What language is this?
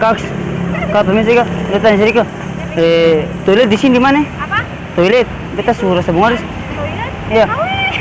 Ambonese Malay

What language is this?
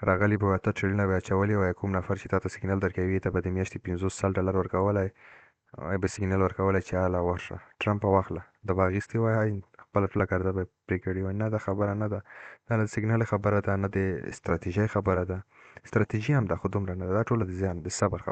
Pashto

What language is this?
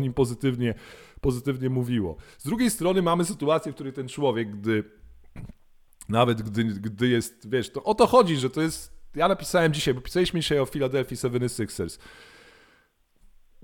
Polish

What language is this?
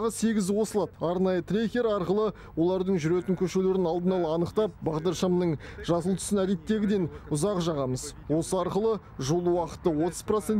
Kazakh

